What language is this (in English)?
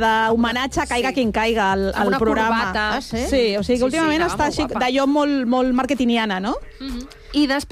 Catalan